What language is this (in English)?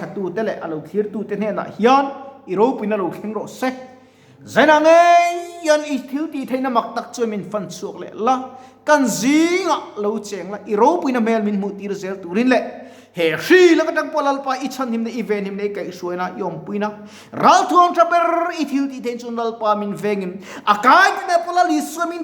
Mizo